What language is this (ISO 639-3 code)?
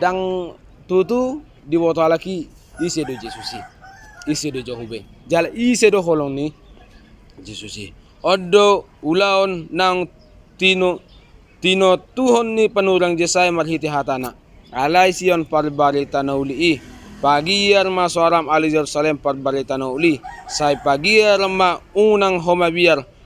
bbc